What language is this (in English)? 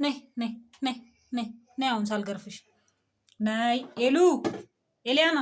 Amharic